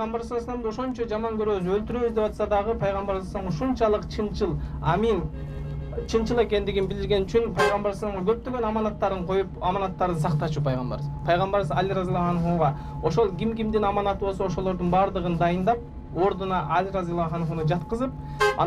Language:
Kyrgyz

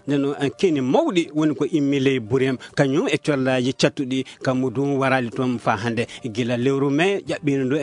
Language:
Fula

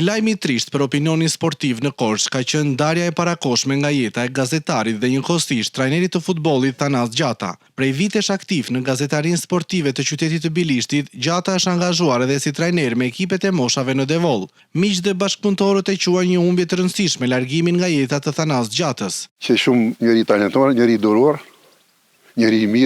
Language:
Albanian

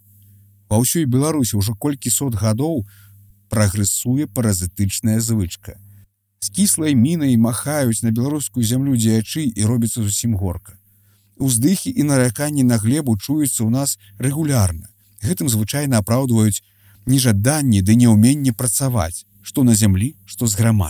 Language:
Belarusian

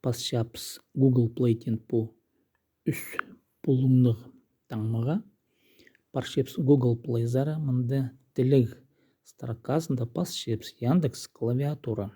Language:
Khakas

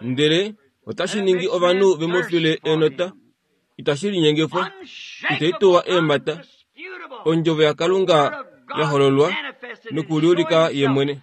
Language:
Kuanyama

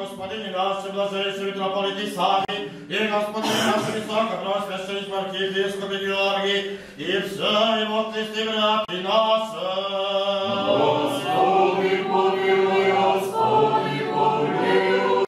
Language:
Rusyn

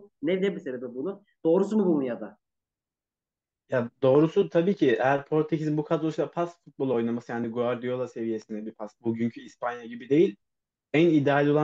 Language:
Turkish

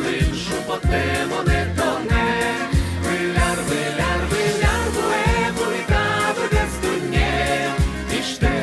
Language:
Udmurt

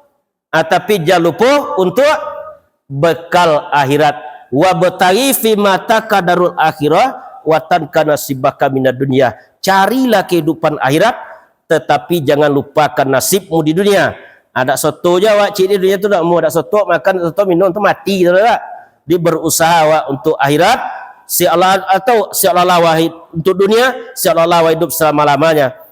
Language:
Minangkabau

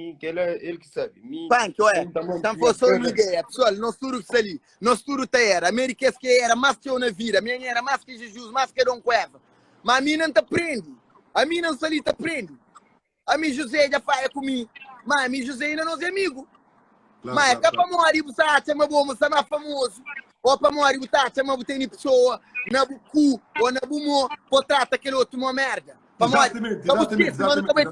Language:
Kabuverdianu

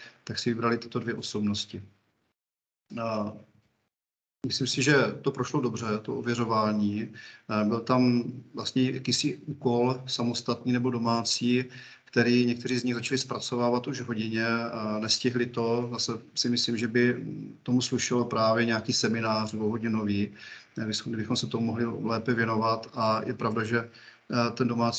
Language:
Czech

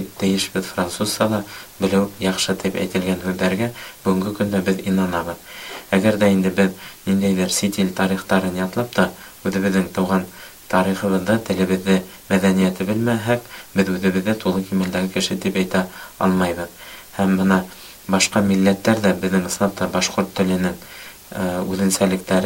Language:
Bashkir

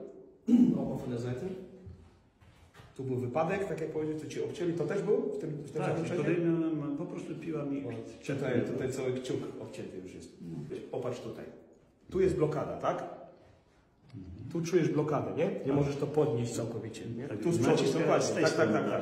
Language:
Polish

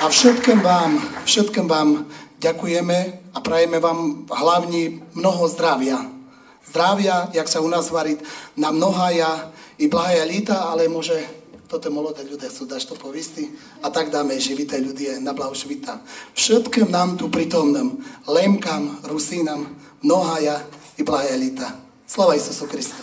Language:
Rusyn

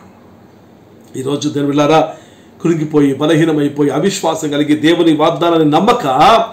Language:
Telugu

